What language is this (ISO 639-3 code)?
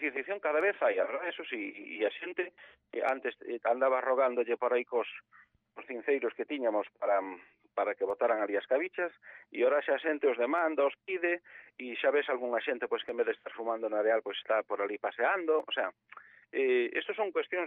glg